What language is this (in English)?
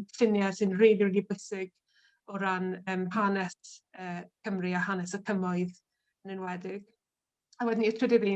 Welsh